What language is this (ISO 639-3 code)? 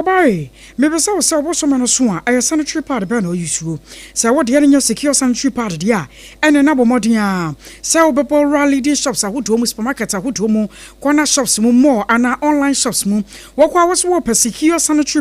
aka